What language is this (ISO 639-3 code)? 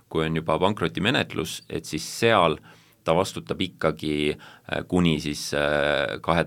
est